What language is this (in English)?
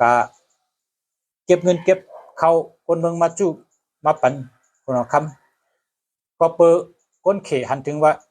Shan